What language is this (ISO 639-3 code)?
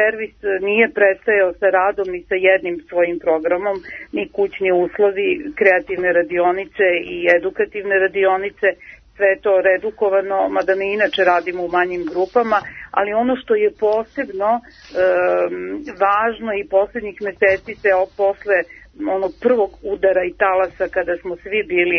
srp